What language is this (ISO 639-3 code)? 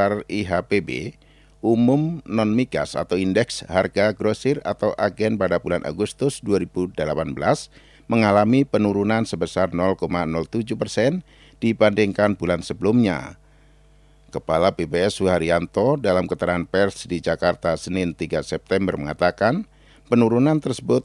ind